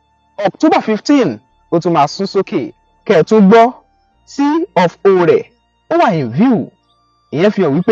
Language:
Yoruba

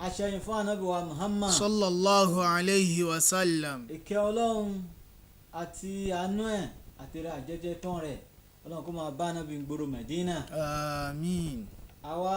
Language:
Yoruba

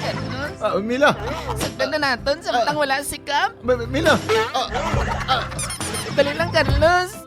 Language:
Hiligaynon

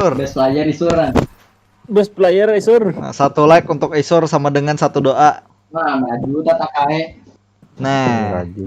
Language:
Banjar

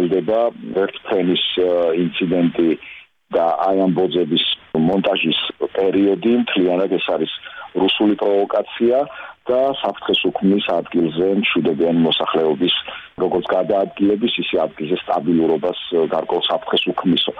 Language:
Georgian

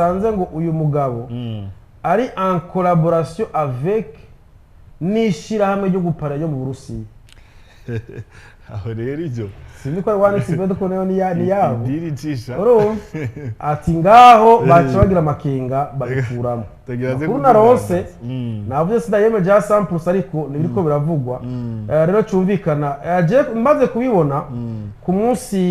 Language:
Rundi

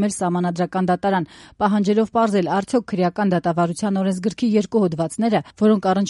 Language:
Armenian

